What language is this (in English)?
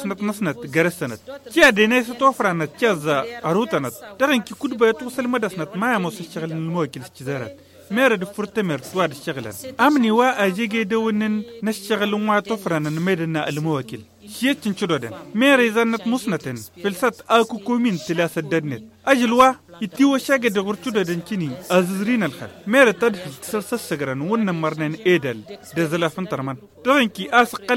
Tamasheq